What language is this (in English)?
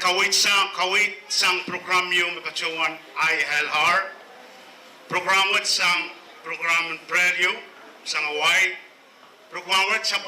Pohnpeian